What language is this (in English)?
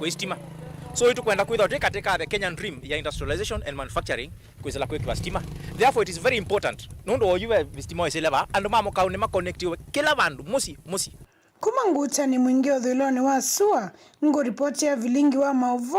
Kamba